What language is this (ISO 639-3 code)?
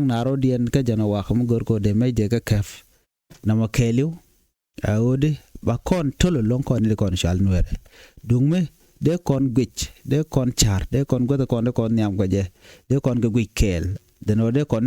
nus